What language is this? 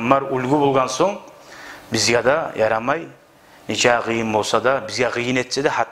Kumyk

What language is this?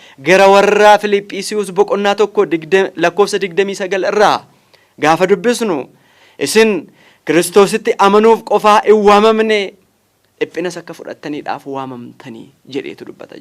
Oromo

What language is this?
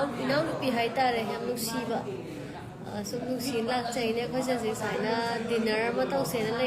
Manipuri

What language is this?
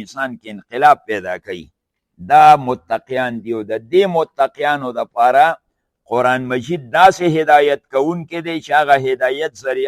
Pashto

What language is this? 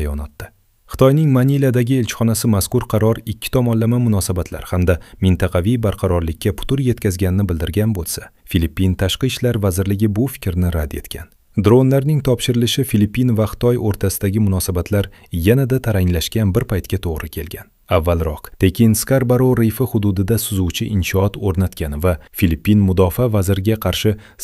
Uzbek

